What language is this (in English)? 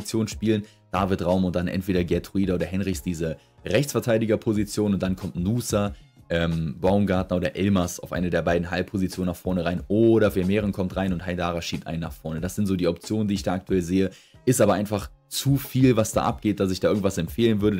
German